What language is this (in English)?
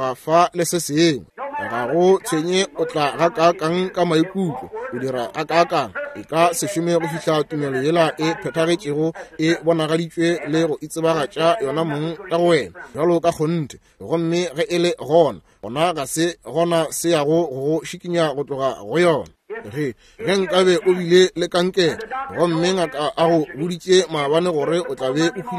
Northern Sotho